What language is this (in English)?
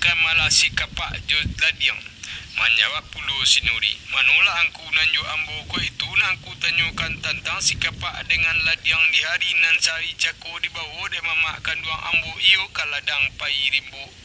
Minangkabau